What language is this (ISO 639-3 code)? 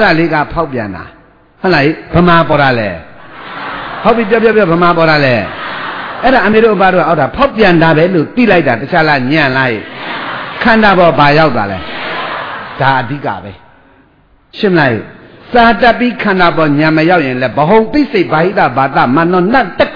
mya